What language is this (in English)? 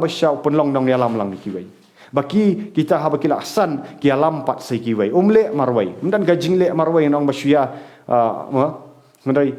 Khasi